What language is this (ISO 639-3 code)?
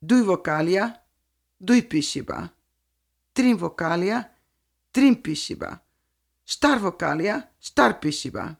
slv